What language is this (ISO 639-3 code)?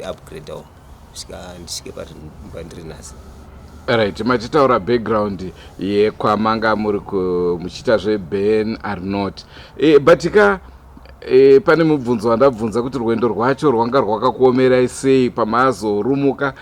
sna